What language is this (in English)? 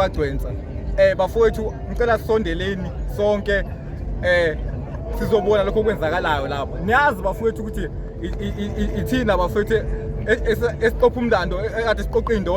Zulu